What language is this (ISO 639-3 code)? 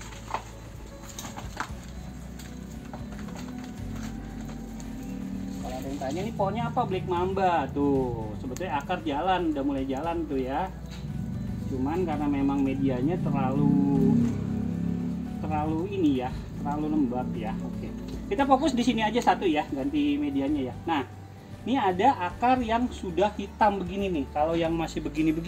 ind